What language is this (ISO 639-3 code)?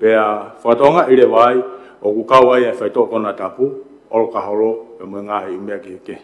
ton